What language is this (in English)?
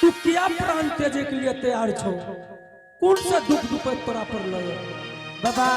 Angika